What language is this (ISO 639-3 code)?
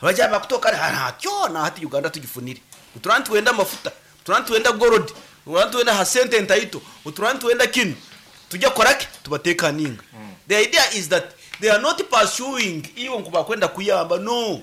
nyn